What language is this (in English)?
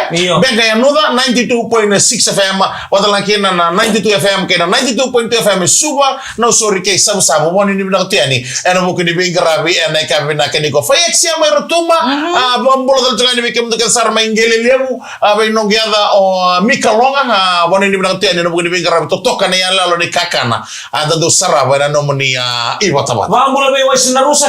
Fijian